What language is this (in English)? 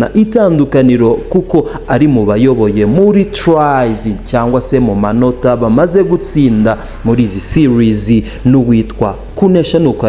Kinyarwanda